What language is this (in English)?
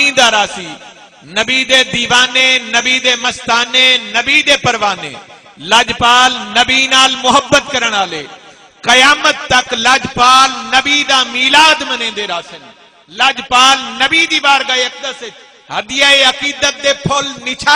Saraiki